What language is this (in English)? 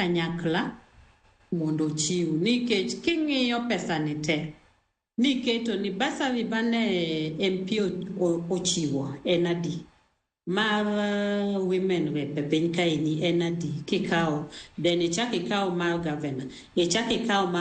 Luo (Kenya and Tanzania)